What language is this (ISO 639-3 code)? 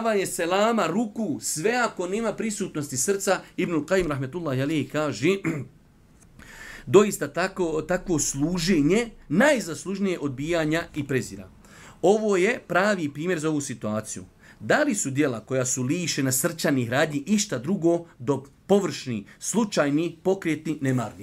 bos